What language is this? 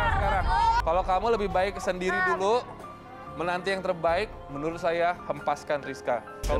Indonesian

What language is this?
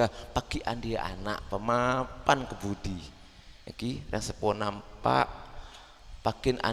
Madurese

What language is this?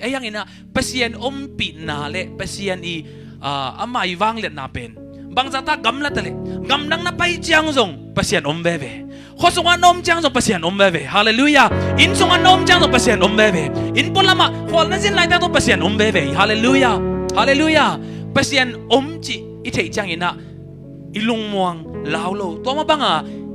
Tedim Chin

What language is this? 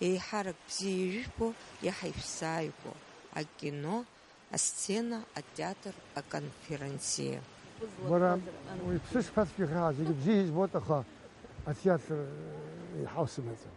Abkhazian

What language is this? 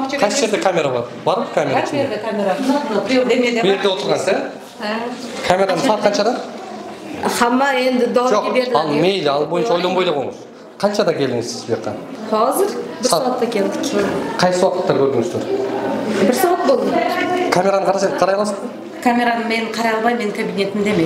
Kyrgyz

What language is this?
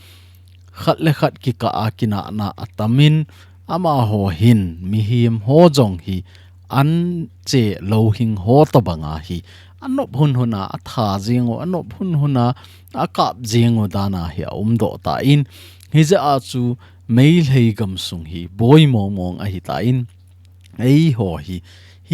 Thado Chin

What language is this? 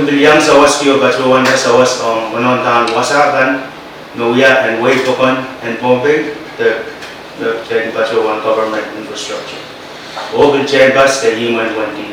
Pohnpeian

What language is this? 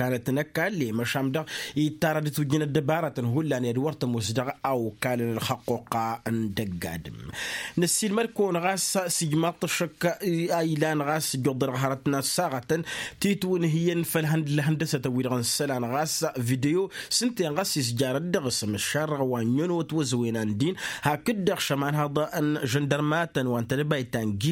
Tamasheq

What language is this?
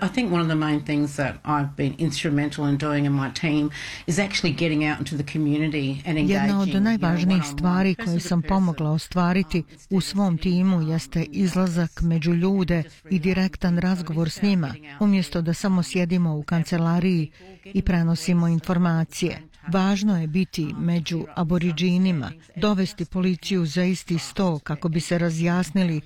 Bosnian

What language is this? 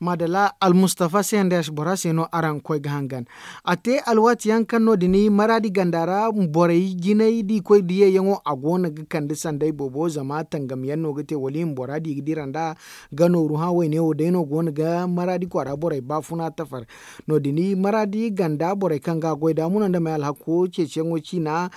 Zarma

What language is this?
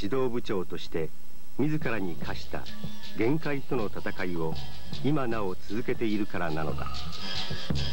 Japanese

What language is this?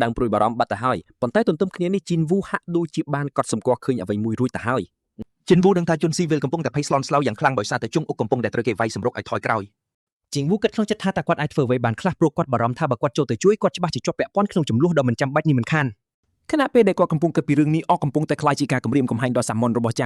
Khmer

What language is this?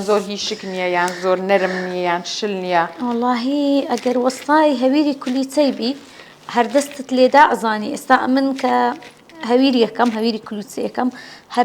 Central Kurdish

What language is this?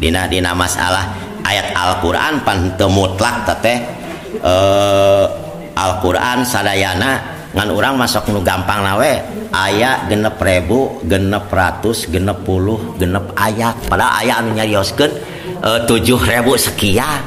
Sundanese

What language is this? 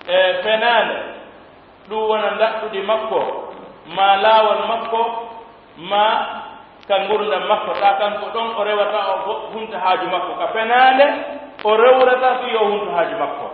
Pular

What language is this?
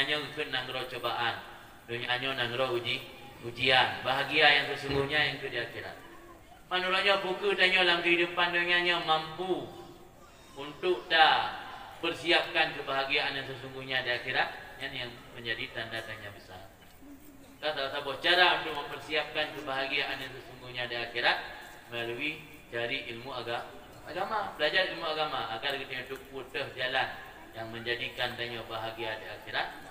Achinese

